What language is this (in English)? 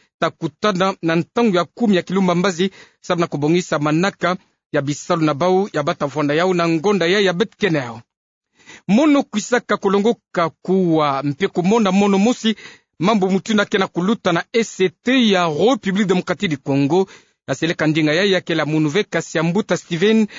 Kituba (Democratic Republic of Congo)